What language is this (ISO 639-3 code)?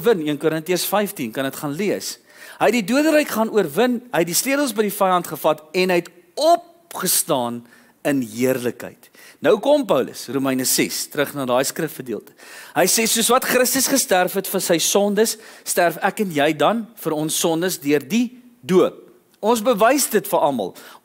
afr